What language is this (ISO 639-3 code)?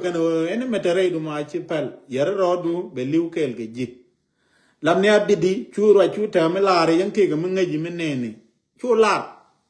nus